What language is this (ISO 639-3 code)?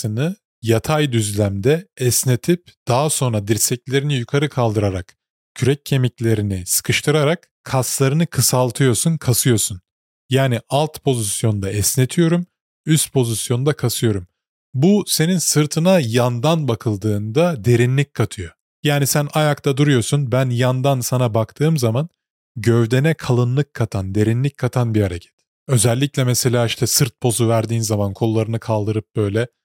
tur